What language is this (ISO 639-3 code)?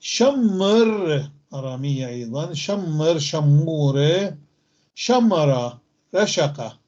apc